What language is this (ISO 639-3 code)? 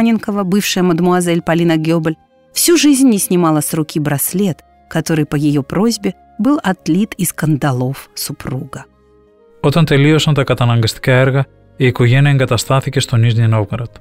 ell